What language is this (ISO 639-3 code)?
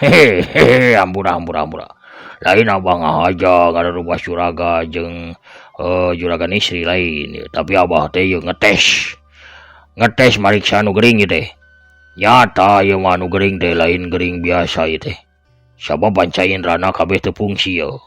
sun